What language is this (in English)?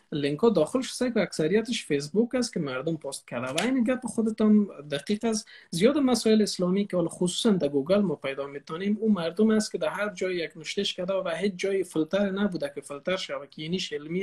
Persian